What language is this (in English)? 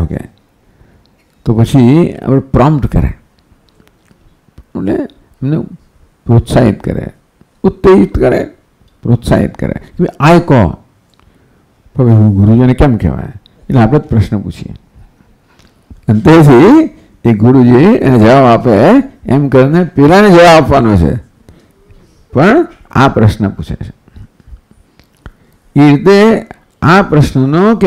Gujarati